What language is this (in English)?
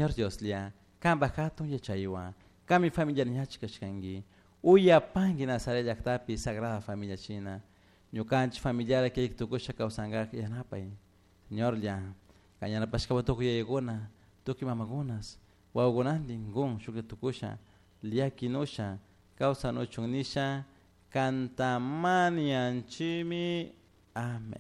Chimborazo Highland Quichua